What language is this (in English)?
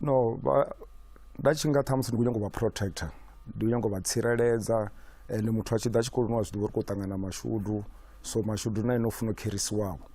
Venda